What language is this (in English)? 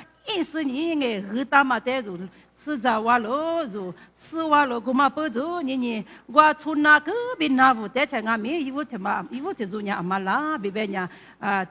Lisu